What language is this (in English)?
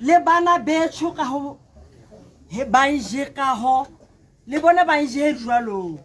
Tswana